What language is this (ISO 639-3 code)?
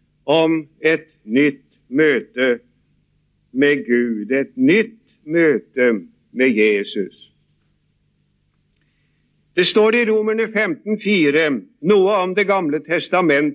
nor